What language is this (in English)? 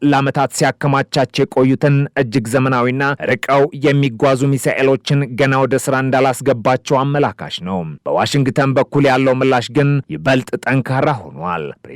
Amharic